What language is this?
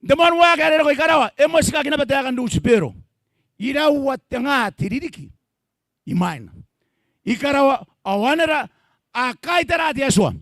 Gilbertese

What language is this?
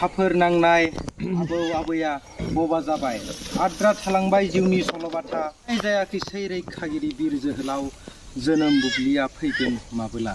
Bodo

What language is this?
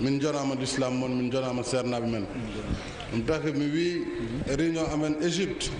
Fula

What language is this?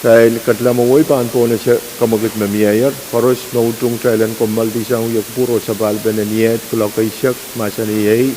Pohnpeian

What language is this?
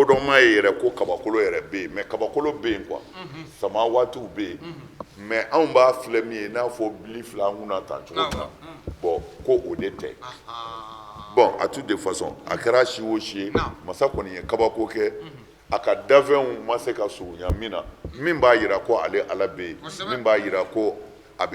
Bambara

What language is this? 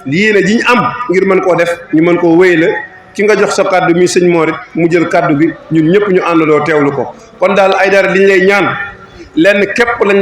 Wolof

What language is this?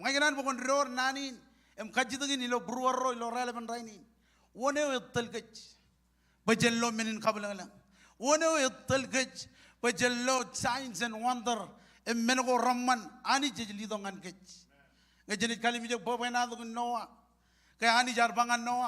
Marshallese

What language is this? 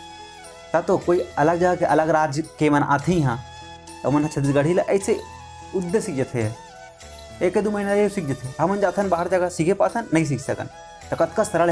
Chhattisgarhi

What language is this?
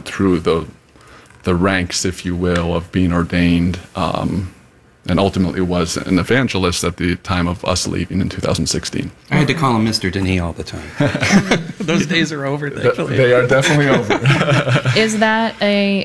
English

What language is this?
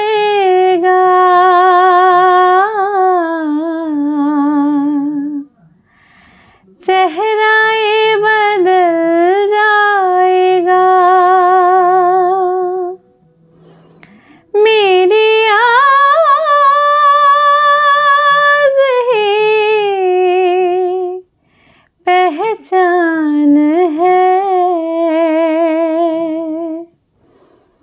Hindi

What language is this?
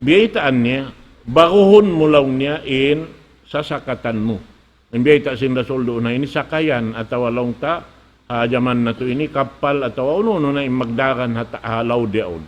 Tausug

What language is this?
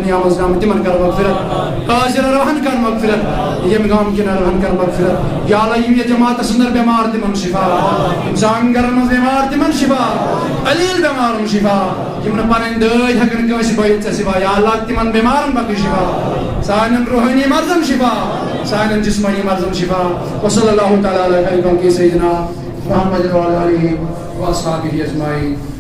Kashmiri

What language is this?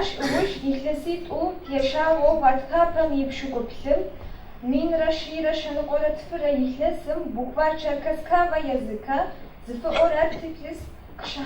Adyghe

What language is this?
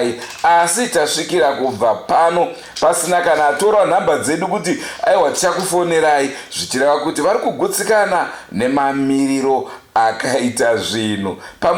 Shona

